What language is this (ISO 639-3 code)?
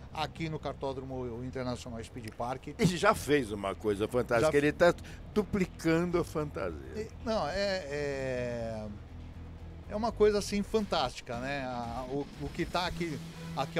por